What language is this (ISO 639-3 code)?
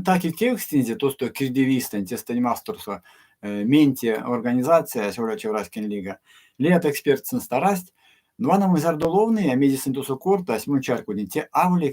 myv